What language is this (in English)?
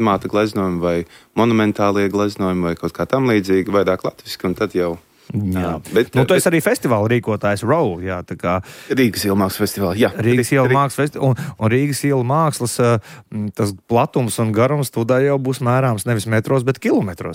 Latvian